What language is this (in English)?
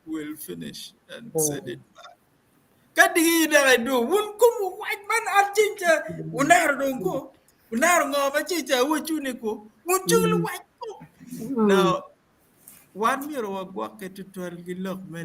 Acoli